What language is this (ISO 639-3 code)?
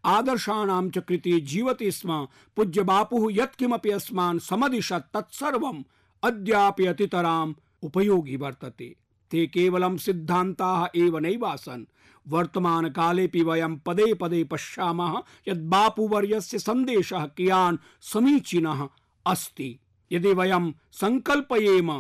san